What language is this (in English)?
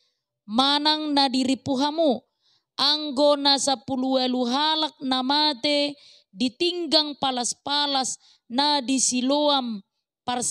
Batak Toba